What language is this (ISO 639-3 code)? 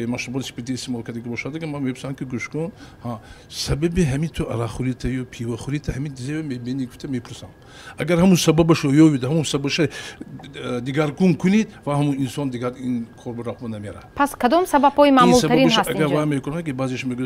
tgk